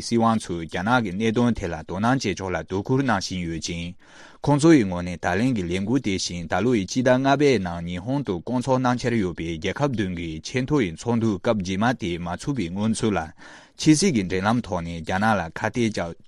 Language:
Tibetan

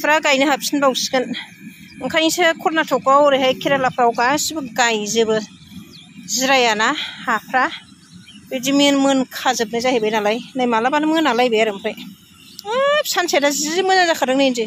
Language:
Bodo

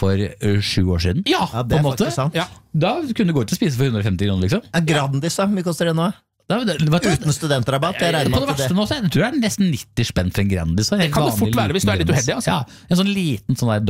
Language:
Norwegian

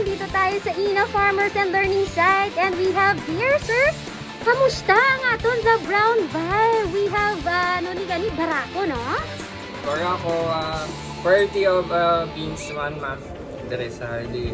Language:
Hiligaynon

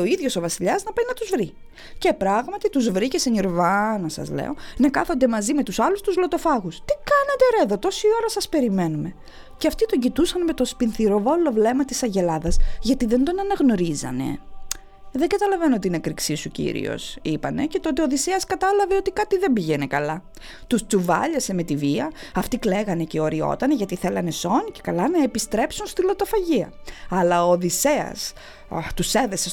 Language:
Greek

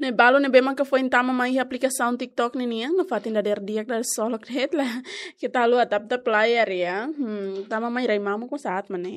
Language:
Tetum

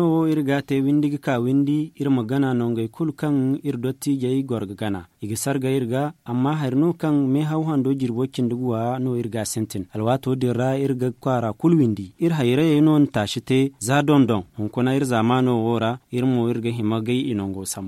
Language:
Zarma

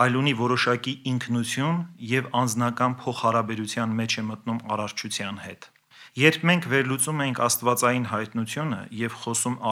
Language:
Armenian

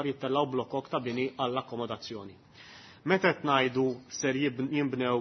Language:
Maltese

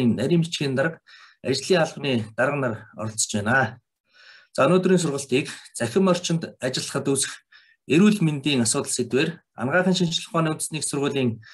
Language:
Mongolian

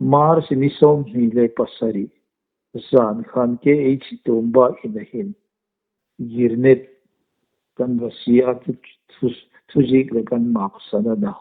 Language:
Hmar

